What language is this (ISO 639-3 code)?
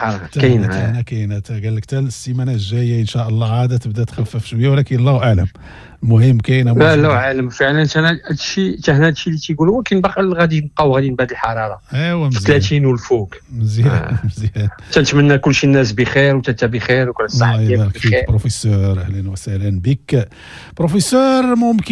ary